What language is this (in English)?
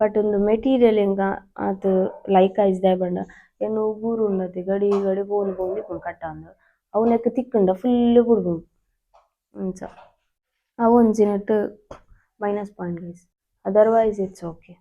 Tulu